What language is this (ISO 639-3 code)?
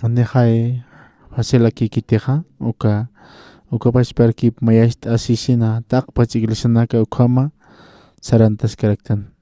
aym